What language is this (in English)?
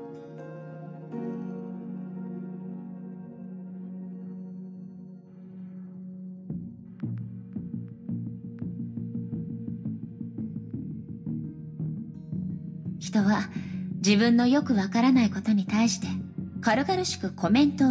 Japanese